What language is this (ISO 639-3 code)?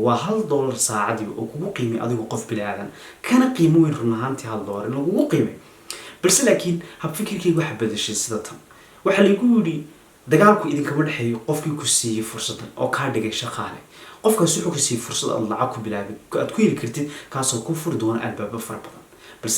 som